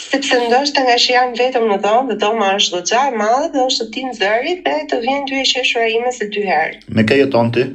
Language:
Albanian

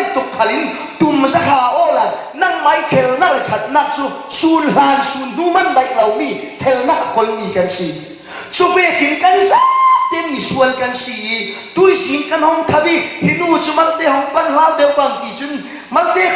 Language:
Falam Chin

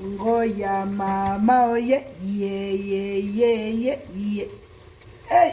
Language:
Lingala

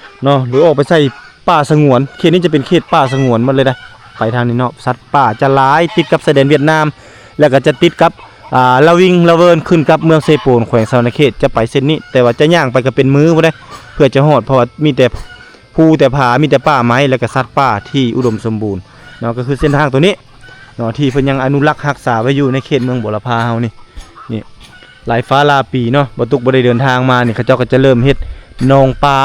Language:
Lao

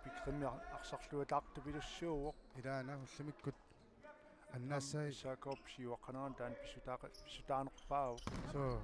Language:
Kalaallisut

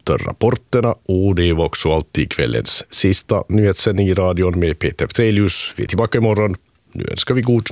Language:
Swedish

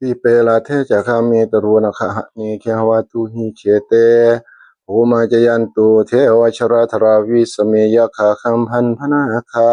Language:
Northeastern Thai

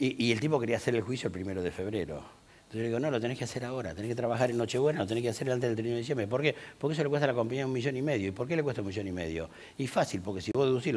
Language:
Spanish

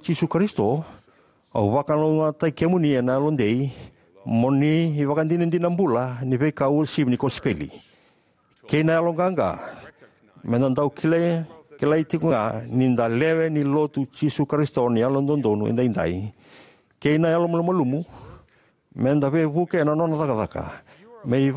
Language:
Fijian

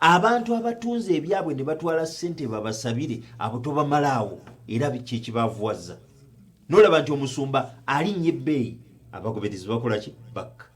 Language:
Ganda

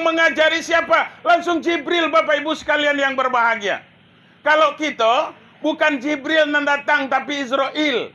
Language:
Minangkabau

